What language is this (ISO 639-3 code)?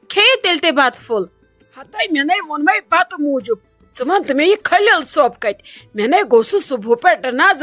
kas